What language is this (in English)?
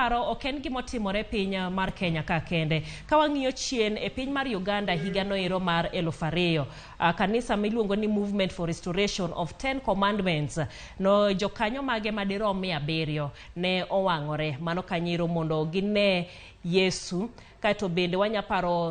Luo (Kenya and Tanzania)